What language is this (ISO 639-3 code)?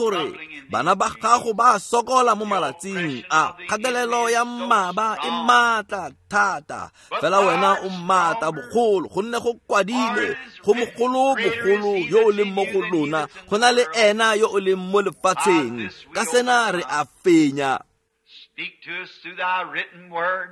tsn